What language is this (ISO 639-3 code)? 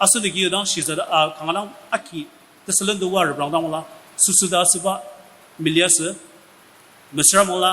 njo